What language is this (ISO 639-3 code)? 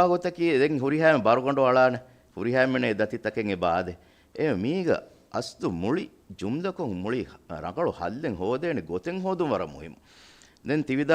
div